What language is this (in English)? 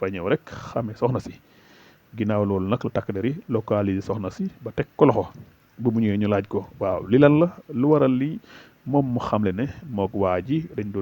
Wolof